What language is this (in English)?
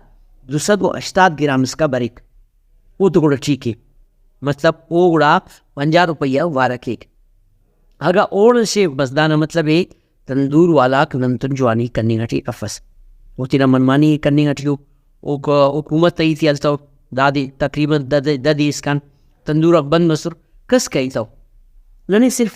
Brahui